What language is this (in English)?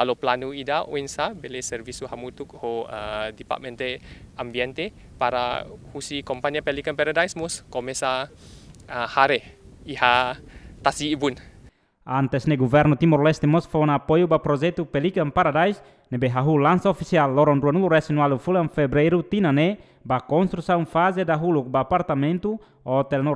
Tetum